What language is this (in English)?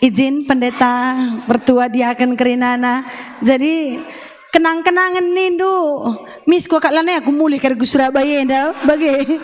Batak Karo